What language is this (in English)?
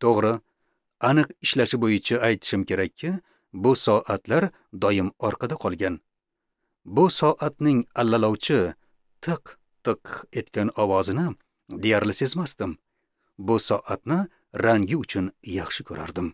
Uzbek